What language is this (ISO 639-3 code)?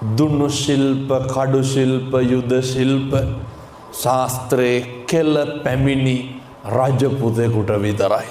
sin